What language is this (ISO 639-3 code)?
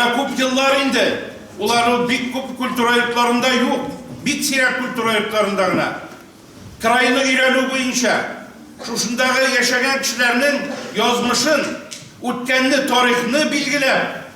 tat